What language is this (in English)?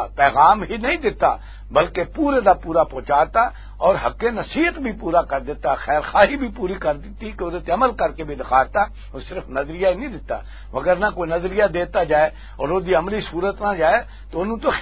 Western Panjabi